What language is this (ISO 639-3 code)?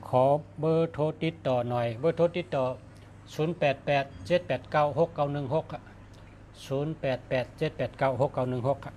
shn